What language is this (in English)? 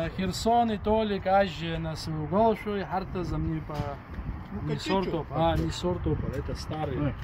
Abkhazian